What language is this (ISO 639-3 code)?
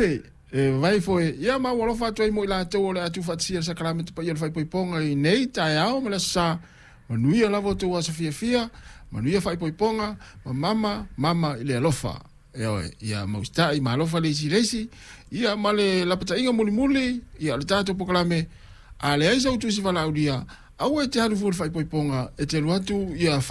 smo